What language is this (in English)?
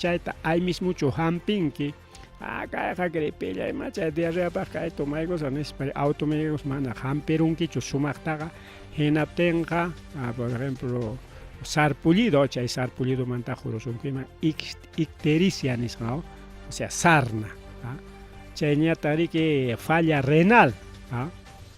Ayacucho Quechua